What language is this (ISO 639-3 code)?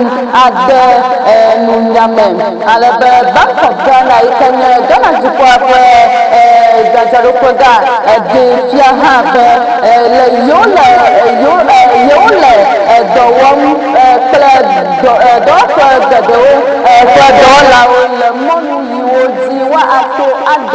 ewe